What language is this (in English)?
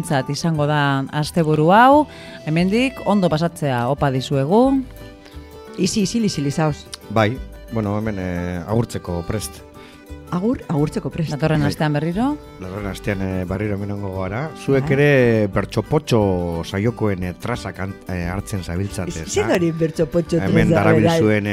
Basque